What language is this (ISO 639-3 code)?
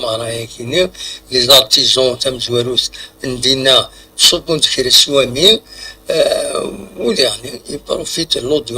kab